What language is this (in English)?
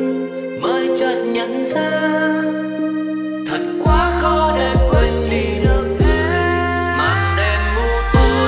Vietnamese